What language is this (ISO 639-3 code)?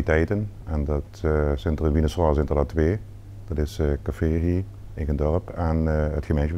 lim